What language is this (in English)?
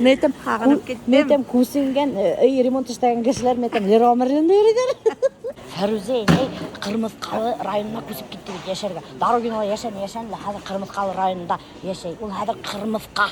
Bashkir